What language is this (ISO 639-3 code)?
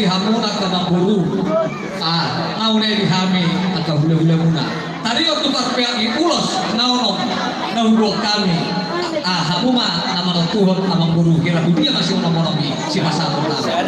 bbc